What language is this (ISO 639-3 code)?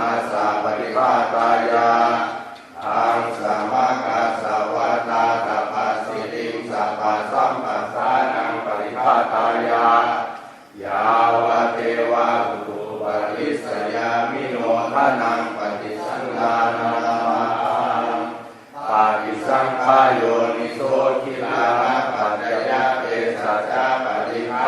pli